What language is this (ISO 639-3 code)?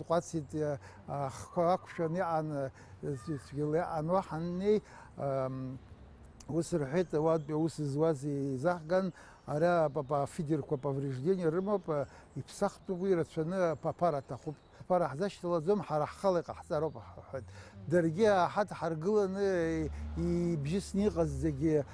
abk